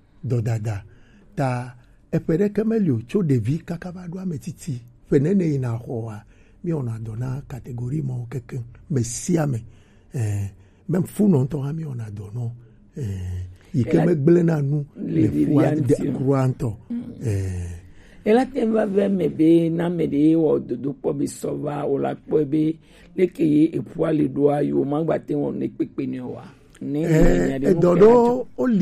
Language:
Gen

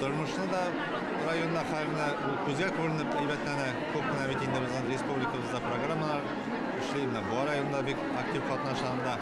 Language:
Tatar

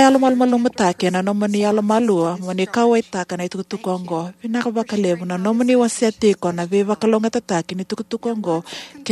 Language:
Fijian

